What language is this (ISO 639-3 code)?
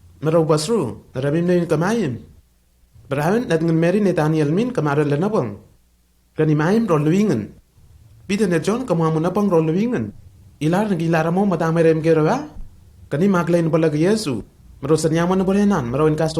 tnl